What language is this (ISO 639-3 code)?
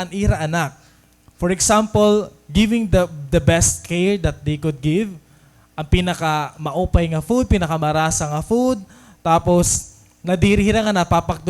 war